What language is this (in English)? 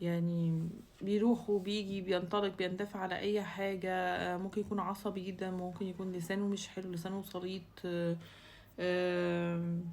Egyptian Arabic